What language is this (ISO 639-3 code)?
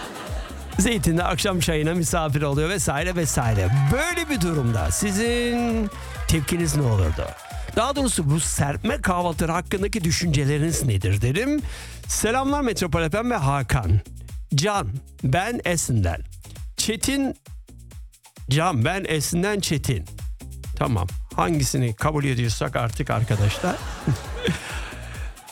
tur